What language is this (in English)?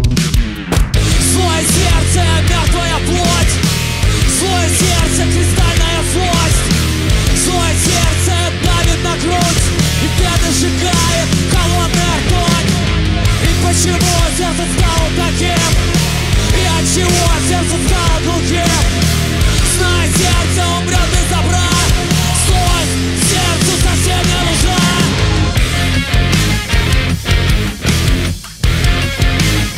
Russian